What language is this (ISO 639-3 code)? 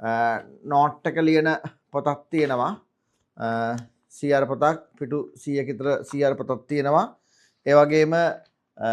sin